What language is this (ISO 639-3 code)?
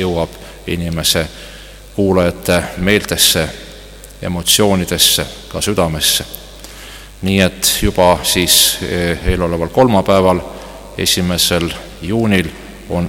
est